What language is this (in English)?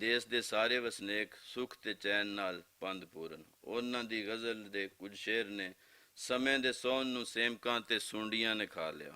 Western Panjabi